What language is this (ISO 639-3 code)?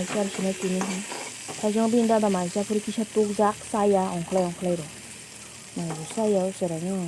trp